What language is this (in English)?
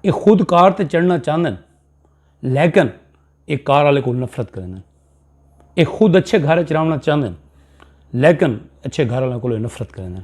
Saraiki